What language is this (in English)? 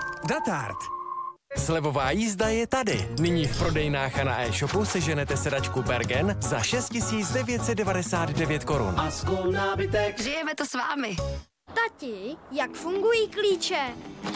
Czech